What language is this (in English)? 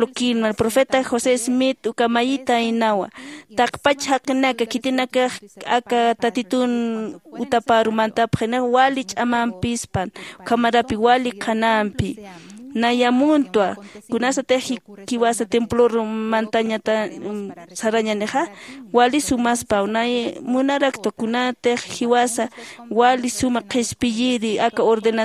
Aymara